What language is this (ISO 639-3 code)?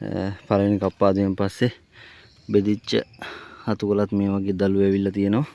sin